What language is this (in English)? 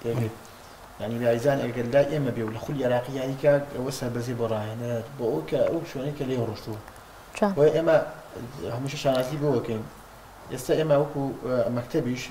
Central Kurdish